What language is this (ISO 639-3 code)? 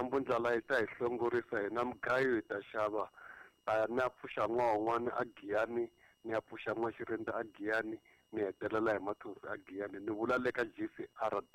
tso